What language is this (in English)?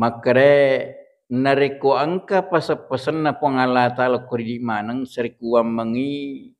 Buginese